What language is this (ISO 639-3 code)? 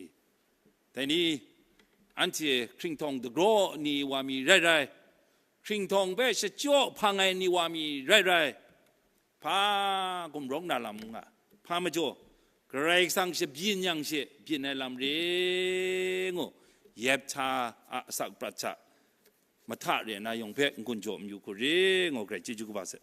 kac